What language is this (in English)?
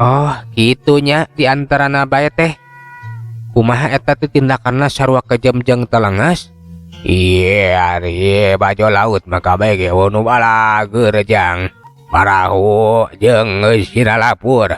Sundanese